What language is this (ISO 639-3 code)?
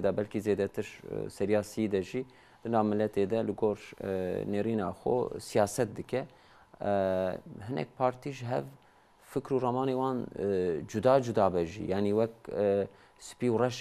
kur